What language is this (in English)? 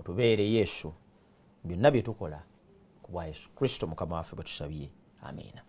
Ganda